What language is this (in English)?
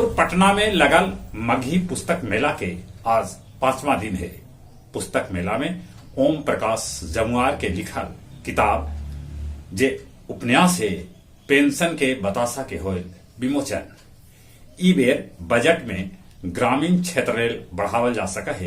Magahi